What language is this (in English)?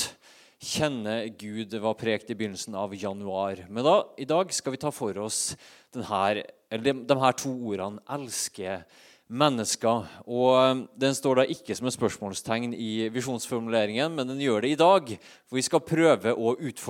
Norwegian